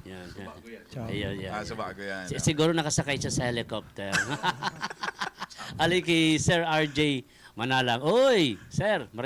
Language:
Bikol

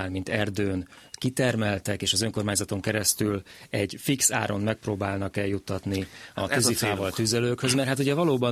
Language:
Hungarian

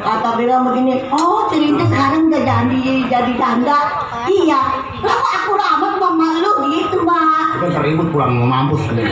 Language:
Betawi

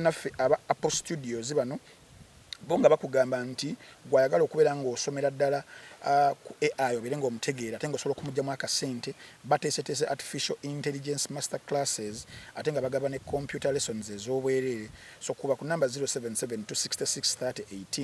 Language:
Ganda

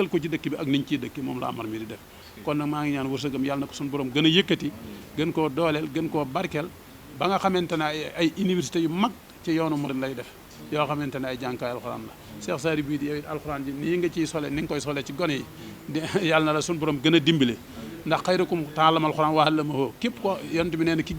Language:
Wolof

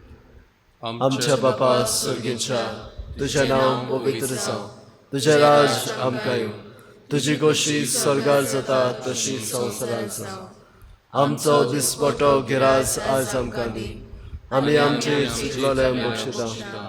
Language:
Konkani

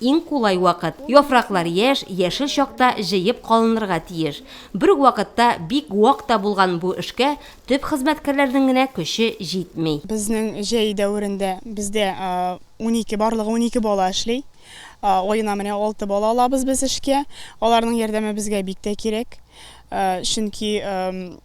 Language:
Tatar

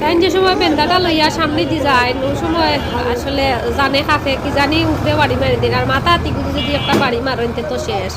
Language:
Sylheti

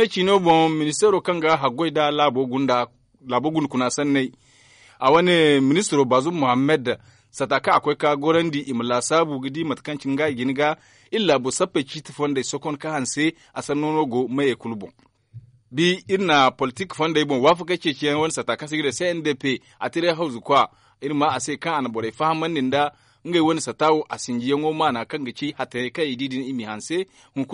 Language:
Zarma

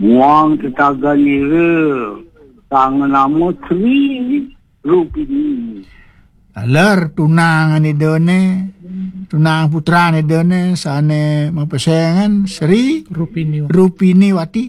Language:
Balinese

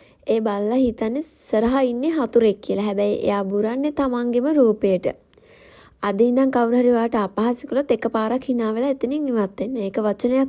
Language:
Sinhala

